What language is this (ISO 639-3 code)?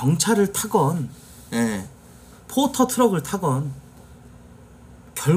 kor